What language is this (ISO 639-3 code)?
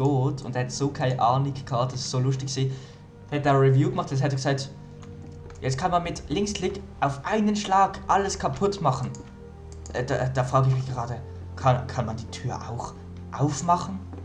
gsw